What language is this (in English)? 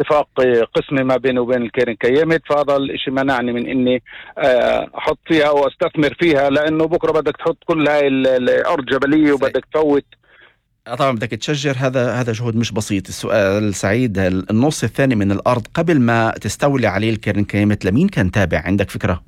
North Levantine Arabic